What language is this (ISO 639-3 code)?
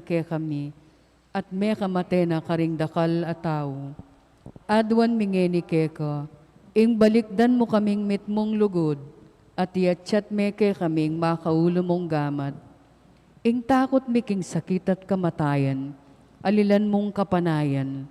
pam